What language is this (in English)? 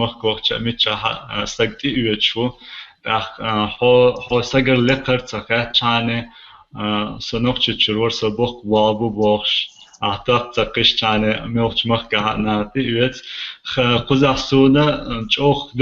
Chechen